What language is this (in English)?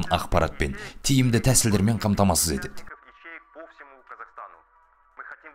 Kazakh